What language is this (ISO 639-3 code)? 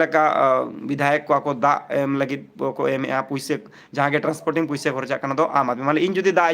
sat